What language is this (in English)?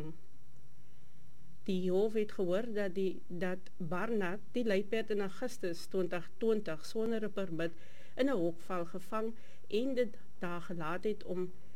Afrikaans